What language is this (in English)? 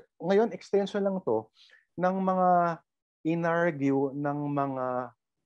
Filipino